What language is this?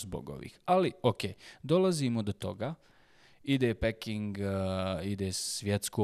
Bosnian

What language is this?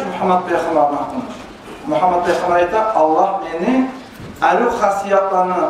Kumyk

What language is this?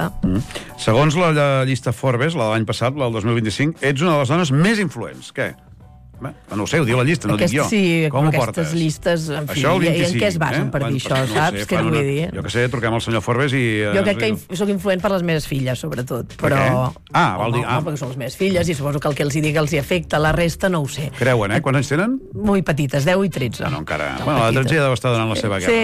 Catalan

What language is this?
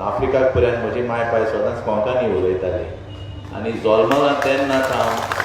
Konkani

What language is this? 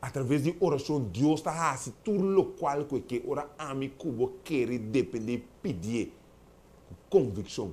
Papiamento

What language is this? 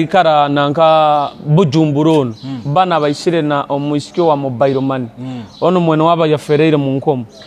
Nyoro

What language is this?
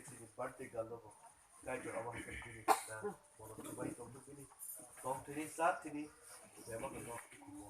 Kok Borok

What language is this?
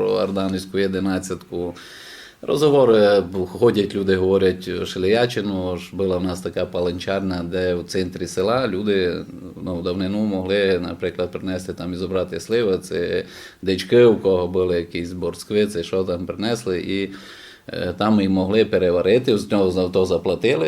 Rusyn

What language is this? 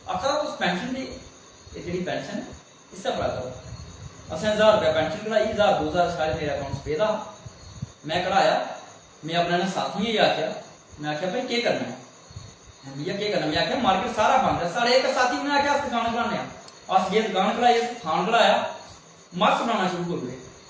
Dogri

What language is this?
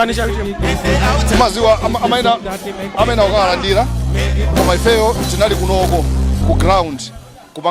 Nyanja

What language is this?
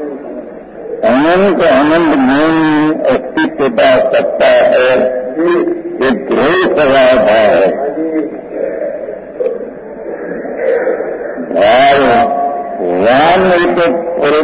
Hindi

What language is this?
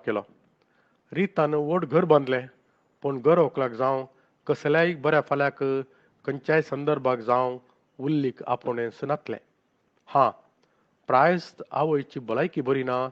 Konkani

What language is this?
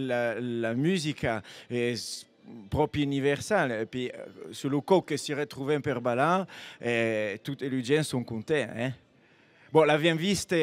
Occitan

